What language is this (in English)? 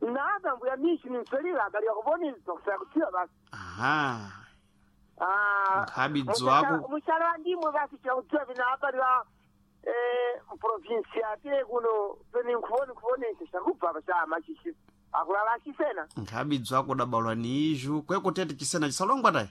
Sena